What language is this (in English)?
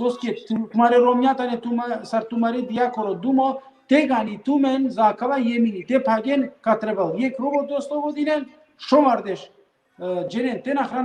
Balkan Romani